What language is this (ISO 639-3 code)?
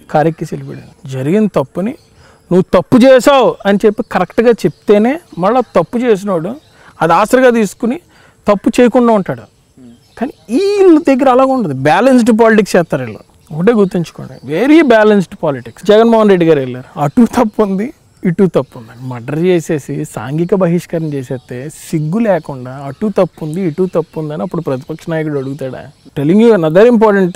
tel